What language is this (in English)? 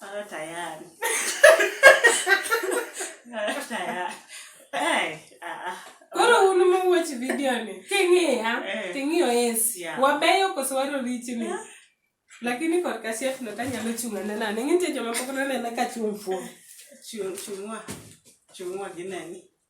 Luo (Kenya and Tanzania)